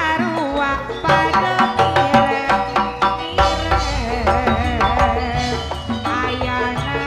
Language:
Madurese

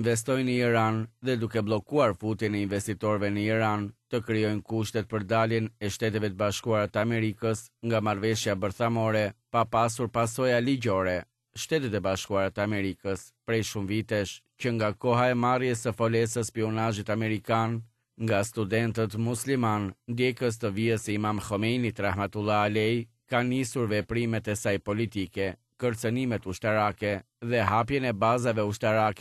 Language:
Albanian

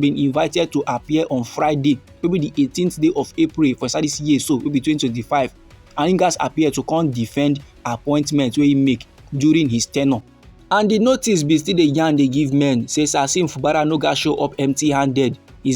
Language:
Nigerian Pidgin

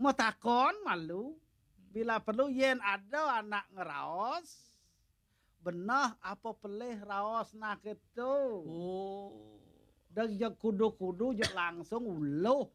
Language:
Balinese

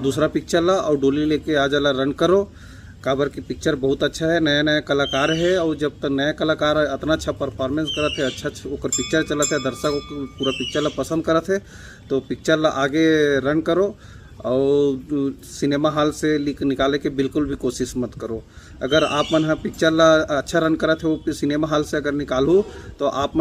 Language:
Chhattisgarhi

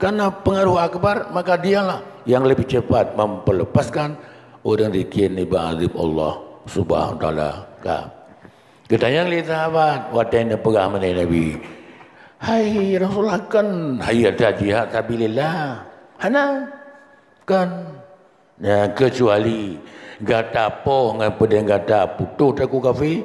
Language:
Achinese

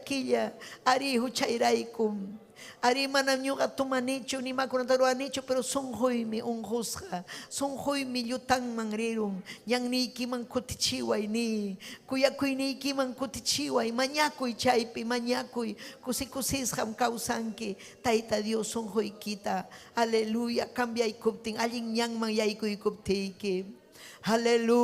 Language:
Ayacucho Quechua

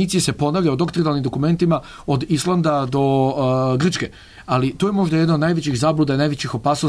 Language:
Serbian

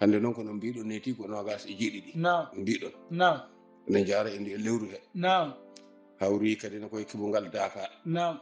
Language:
Fula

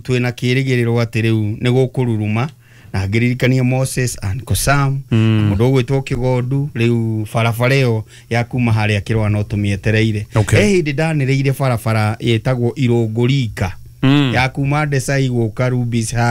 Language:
Kikuyu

